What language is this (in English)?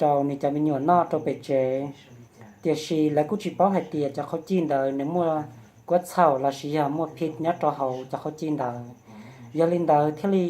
Hmong